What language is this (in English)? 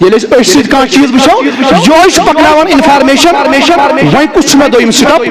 Kashmiri